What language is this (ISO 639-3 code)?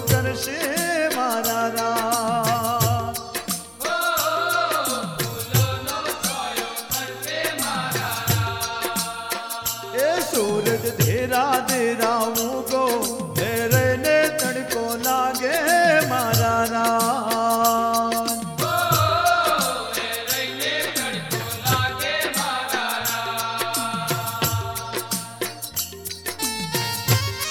guj